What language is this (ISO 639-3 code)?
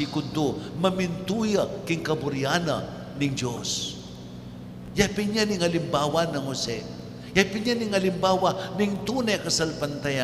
pam